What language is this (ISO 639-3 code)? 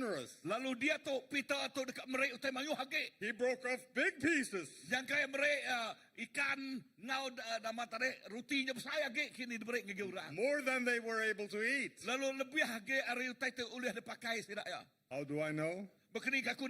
iba